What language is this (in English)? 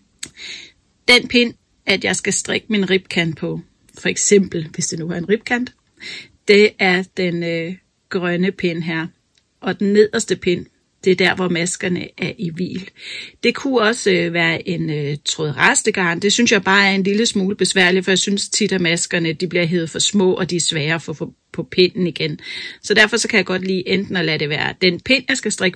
Danish